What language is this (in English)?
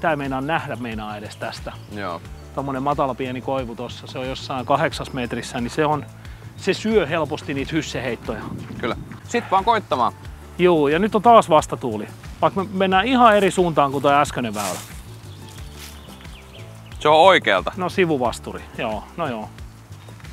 Finnish